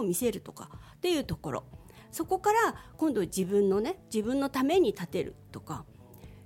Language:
Japanese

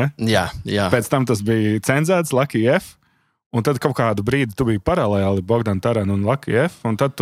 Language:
Latvian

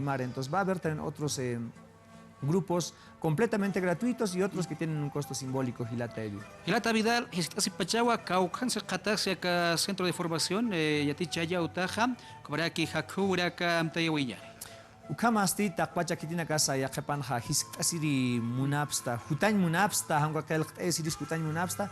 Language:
Aymara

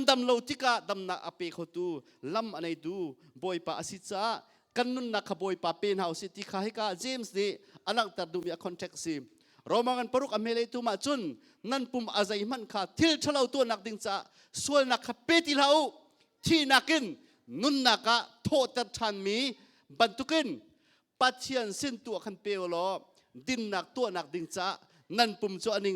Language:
Hakha Chin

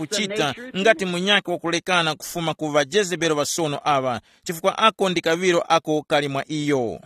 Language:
Tumbuka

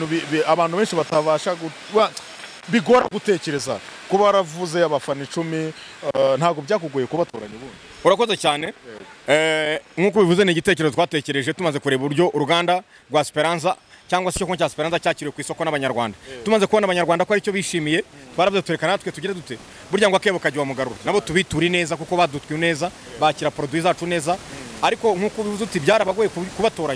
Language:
Kinyarwanda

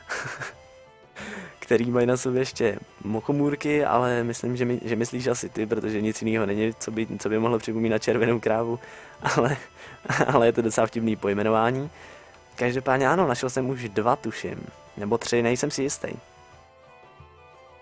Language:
Czech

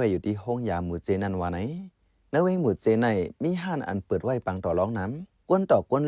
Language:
Shan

